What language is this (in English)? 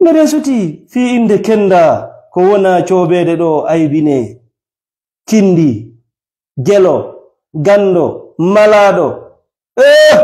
Fula